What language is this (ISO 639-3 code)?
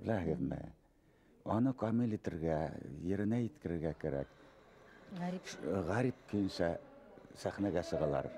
bak